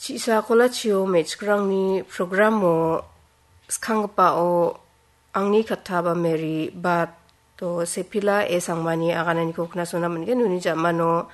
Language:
Garo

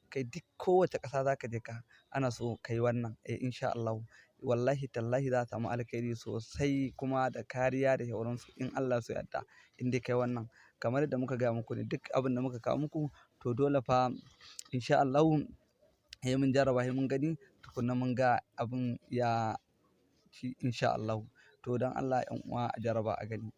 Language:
Hausa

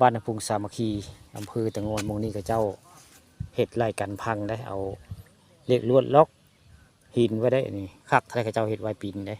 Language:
Northeastern Thai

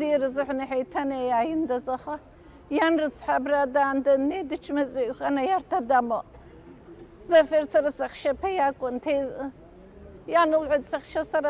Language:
Abkhazian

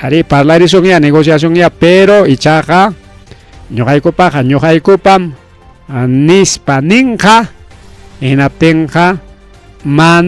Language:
Ayacucho Quechua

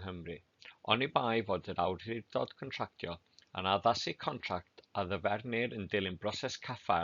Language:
Welsh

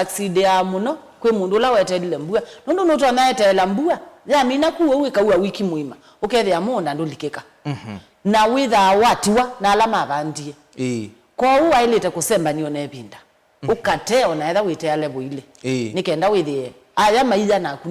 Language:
Kamba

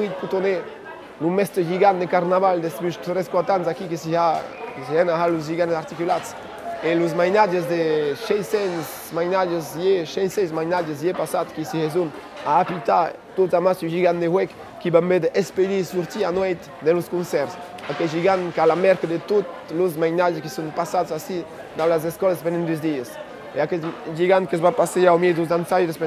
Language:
Occitan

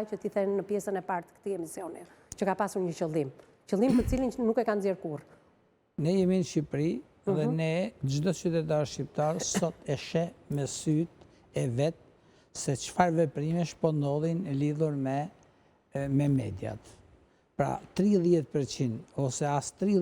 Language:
Albanian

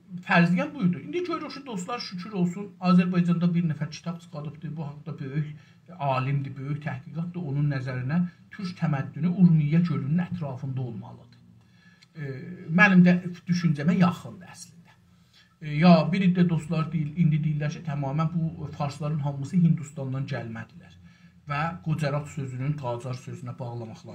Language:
South Azerbaijani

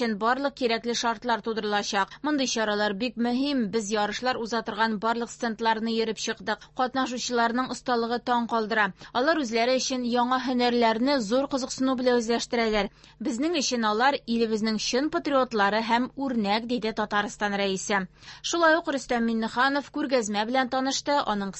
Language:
Tatar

